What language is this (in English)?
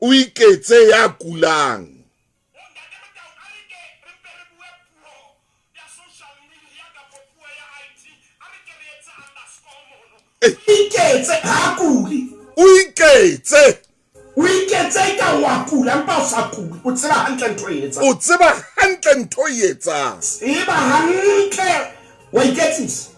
Southern Sotho